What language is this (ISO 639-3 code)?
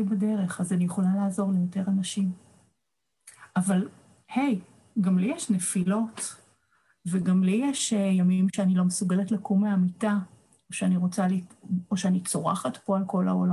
heb